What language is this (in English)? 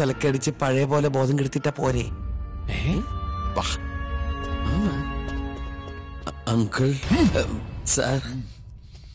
Malayalam